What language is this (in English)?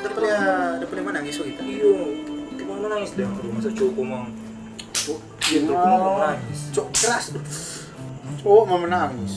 Manado Malay